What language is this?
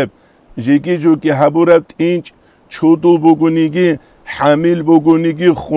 Avaric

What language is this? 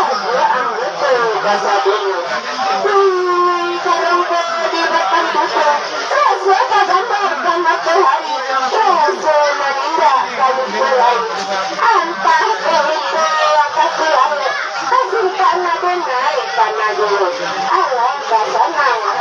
Minangkabau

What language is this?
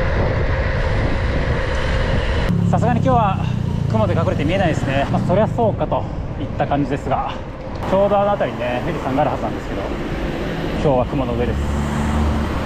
Japanese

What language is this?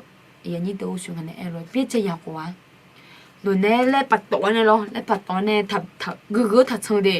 Akha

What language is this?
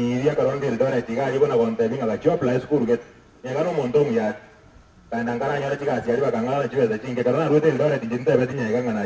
Gusii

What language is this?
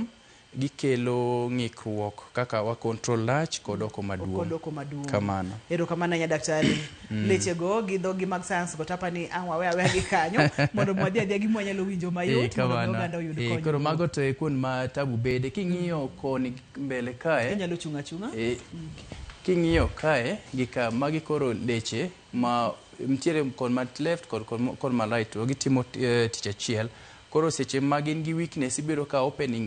Luo (Kenya and Tanzania)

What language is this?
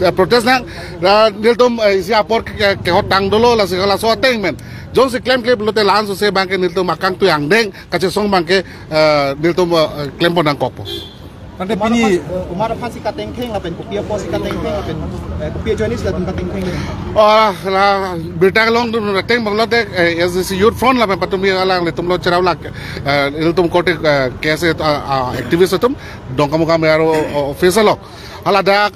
Karbi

